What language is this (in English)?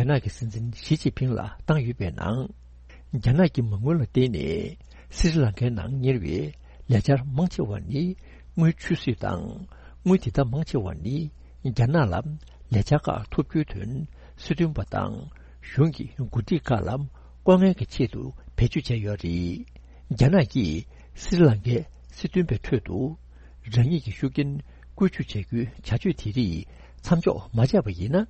Tibetan